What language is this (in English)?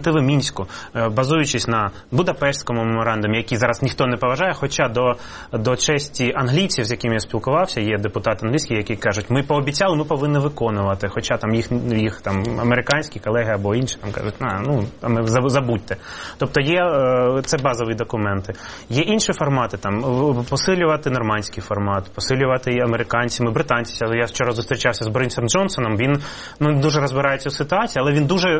Ukrainian